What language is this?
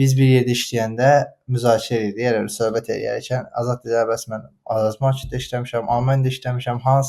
Azerbaijani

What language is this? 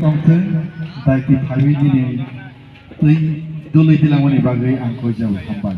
Kok Borok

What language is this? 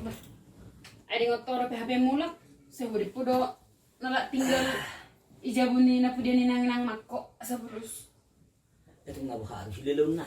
Batak Toba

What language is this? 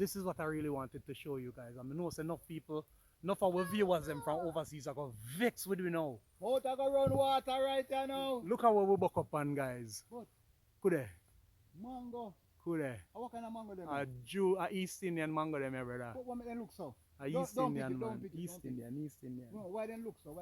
Jamaican Creole English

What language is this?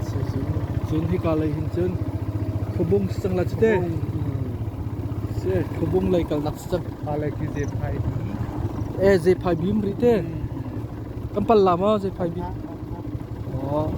Hakha Chin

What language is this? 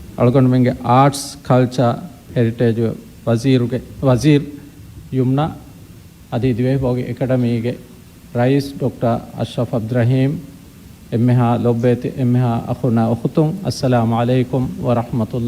Divehi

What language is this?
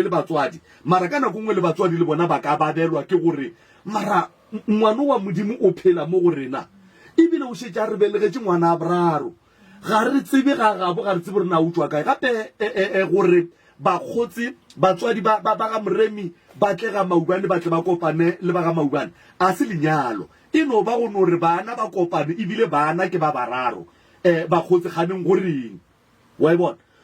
Northern Sotho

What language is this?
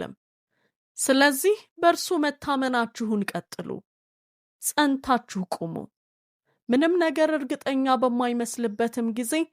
Amharic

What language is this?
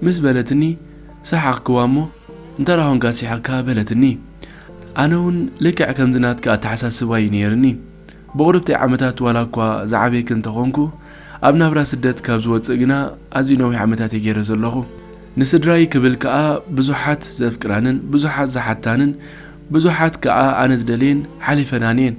Tigrinya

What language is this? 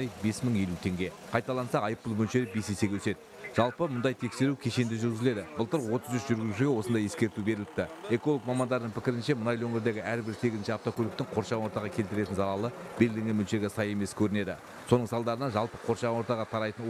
Kazakh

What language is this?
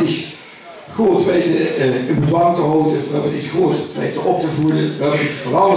Limburgish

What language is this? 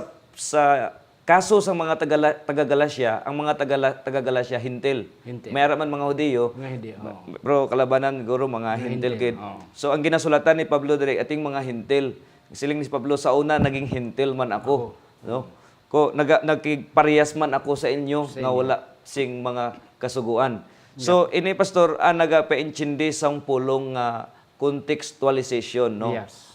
Hiligaynon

